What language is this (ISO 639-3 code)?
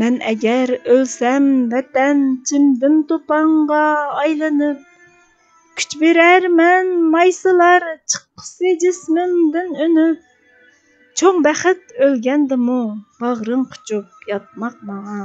uig